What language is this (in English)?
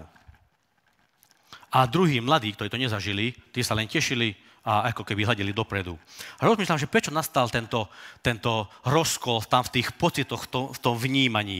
Slovak